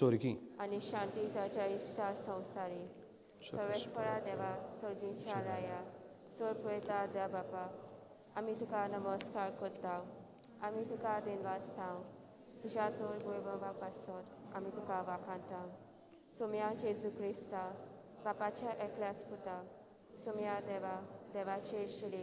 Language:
Konkani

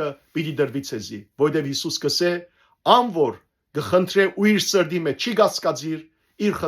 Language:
Western Armenian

